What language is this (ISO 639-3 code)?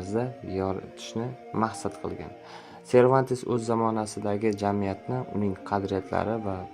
uzb